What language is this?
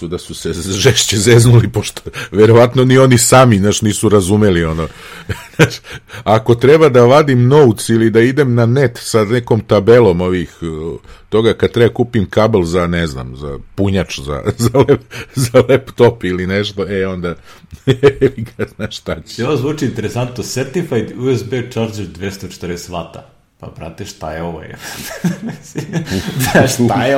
Serbian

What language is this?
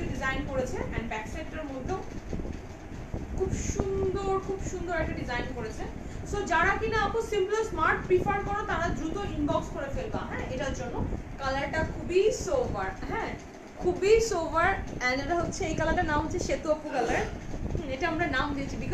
Bangla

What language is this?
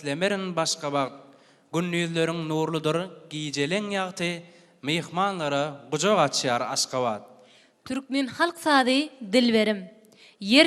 Turkmen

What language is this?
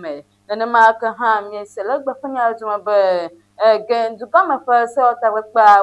Ewe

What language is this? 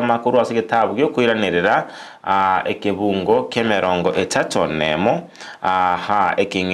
Gusii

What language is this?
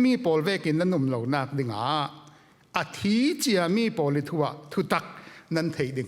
Falam Chin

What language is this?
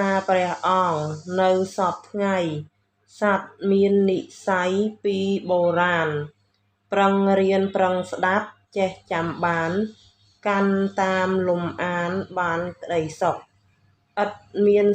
Khmer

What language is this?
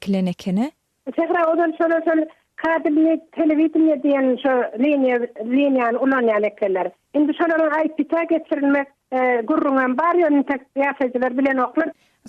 Turkmen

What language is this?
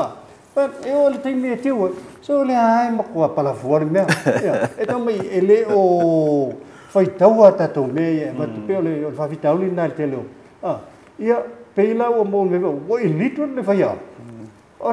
Samoan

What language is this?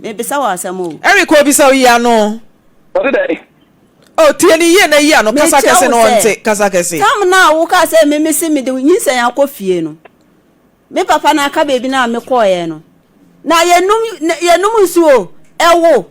Akan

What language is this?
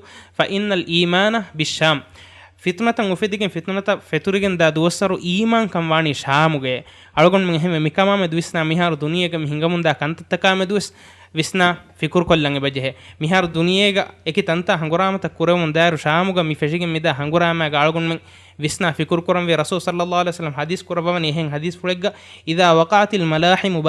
Divehi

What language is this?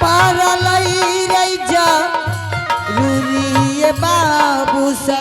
Angika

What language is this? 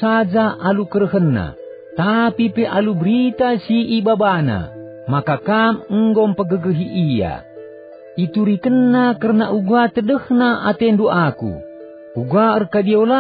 Batak Karo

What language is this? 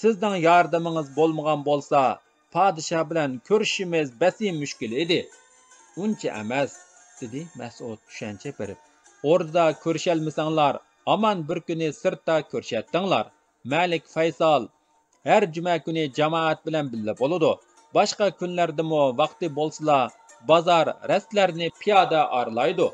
Uyghur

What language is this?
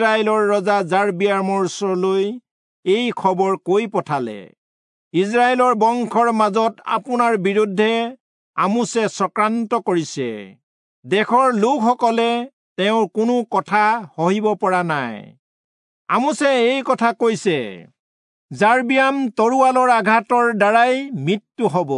Assamese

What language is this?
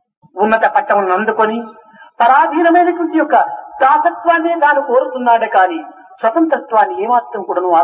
Telugu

